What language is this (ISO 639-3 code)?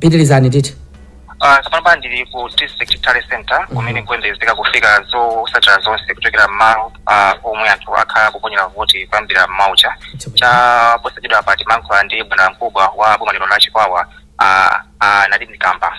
nya